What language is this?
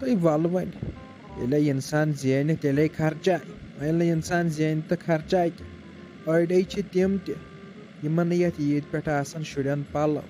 Kashmiri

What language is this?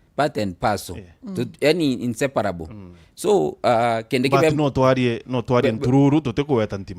Meru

